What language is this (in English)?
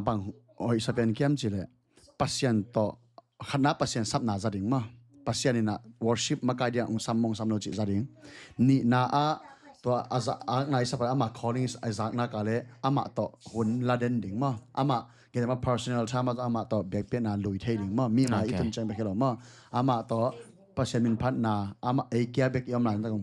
Tedim Chin